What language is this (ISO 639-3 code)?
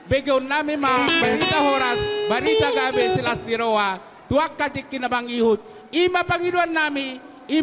bbc